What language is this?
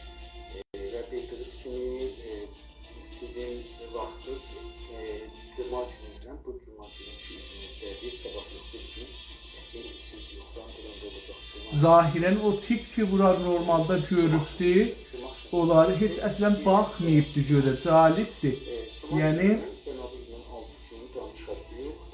South Azerbaijani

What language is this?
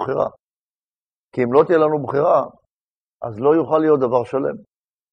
Hebrew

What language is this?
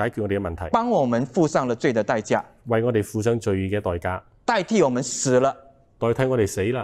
Chinese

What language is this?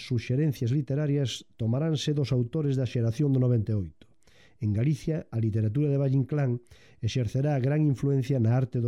Galician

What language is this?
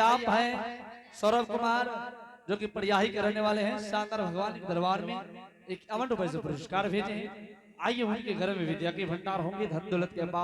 Angika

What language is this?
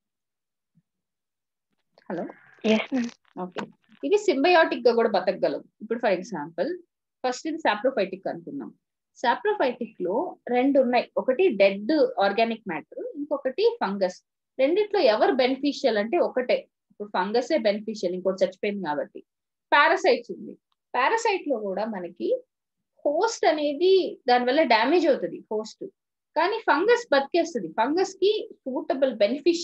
Telugu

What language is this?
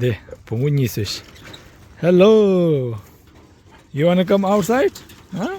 Tibetan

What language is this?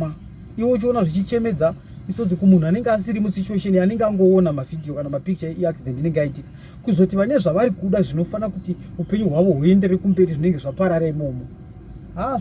Shona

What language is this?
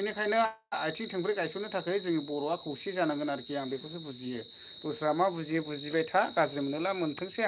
Bodo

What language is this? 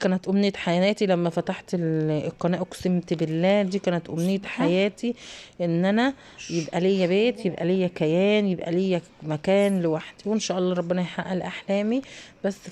Egyptian Arabic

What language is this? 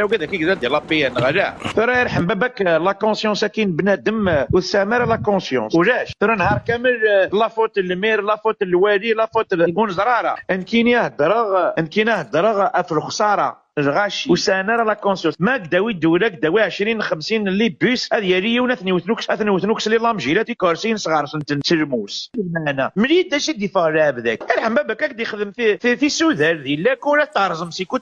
Kabyle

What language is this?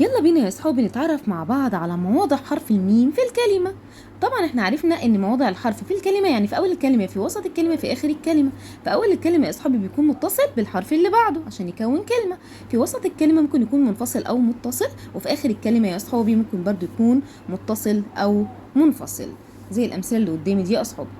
Egyptian Arabic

